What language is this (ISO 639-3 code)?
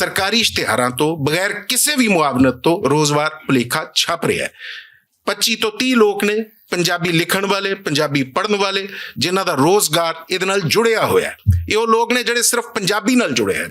lah